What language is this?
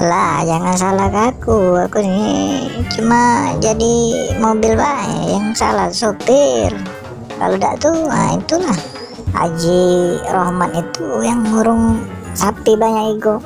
Musi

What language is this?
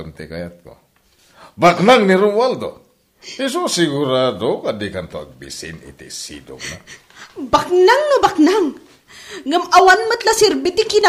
Iloko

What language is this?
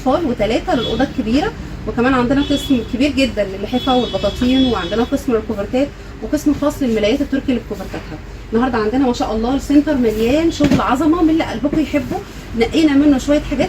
Egyptian Arabic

